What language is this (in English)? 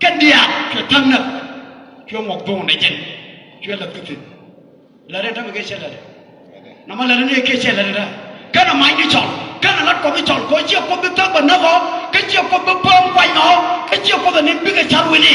Nuer